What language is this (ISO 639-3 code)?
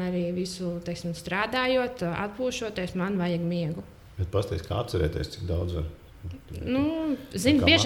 lav